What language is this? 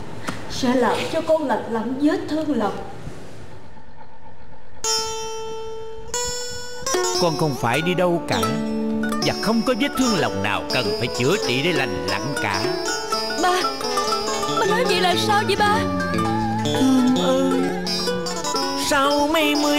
Vietnamese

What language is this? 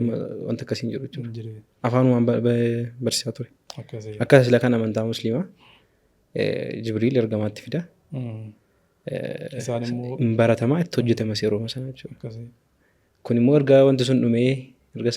Oromo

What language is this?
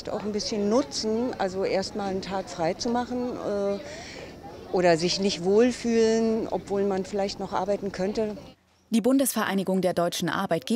German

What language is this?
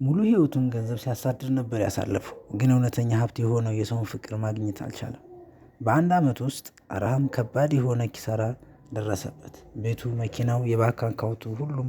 Amharic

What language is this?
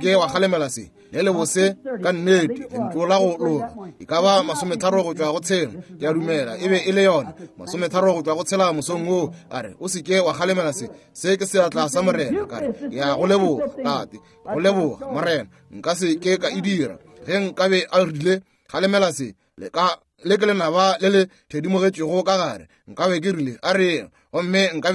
Northern Sotho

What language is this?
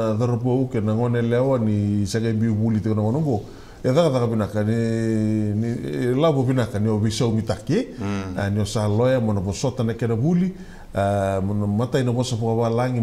Fijian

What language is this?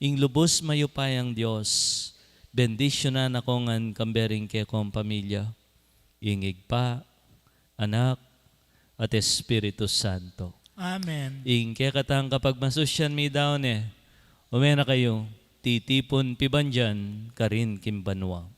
Pampanga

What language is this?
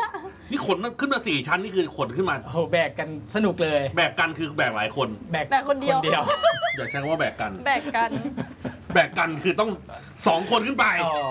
Thai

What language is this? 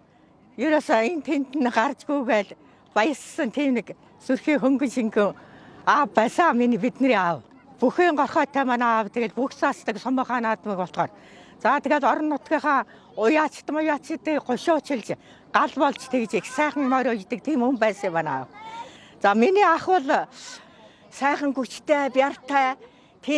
Mongolian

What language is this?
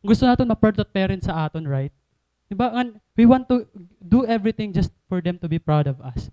Waray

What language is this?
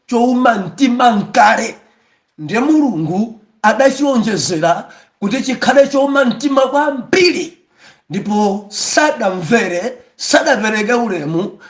Nyanja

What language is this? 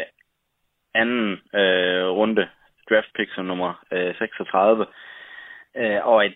Danish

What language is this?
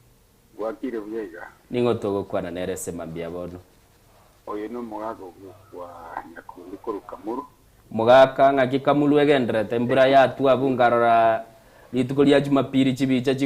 Gusii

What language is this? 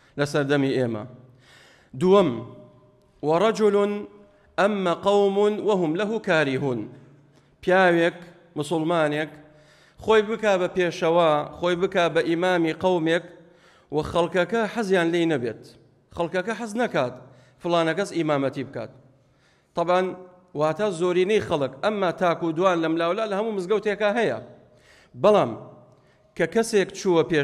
Central Kurdish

